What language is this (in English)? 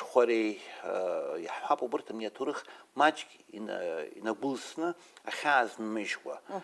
Abkhazian